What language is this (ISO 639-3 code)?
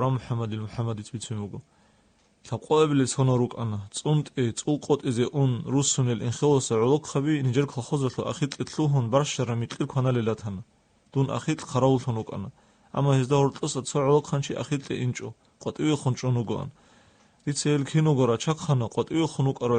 ava